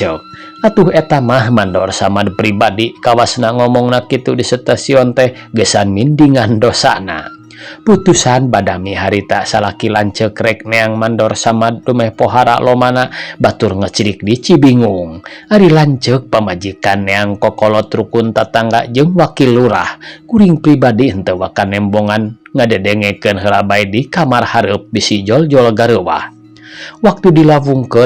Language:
Sundanese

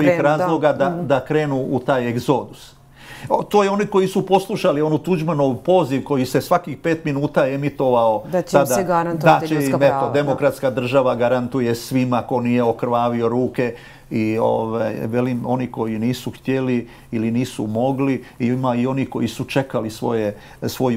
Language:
Croatian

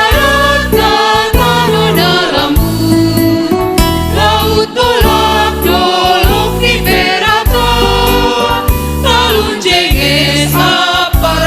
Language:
Batak Simalungun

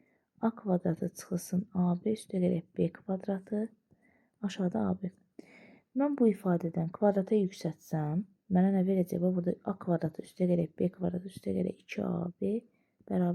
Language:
Azerbaijani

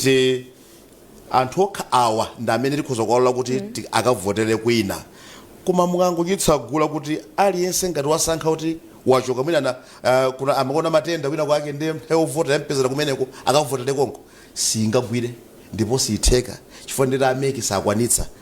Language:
Nyanja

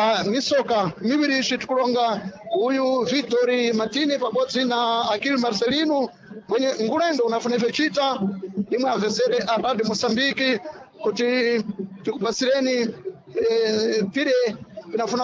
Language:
Sena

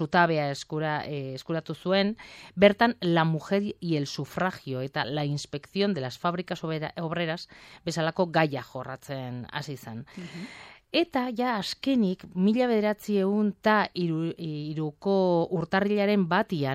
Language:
Basque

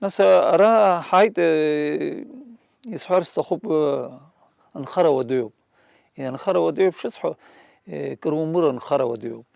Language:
Abkhazian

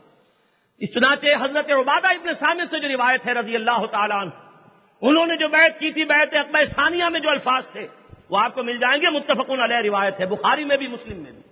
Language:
Urdu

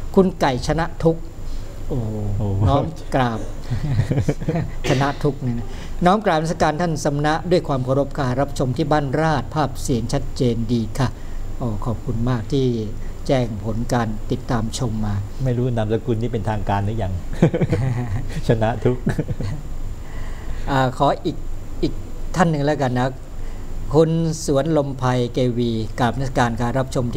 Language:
Thai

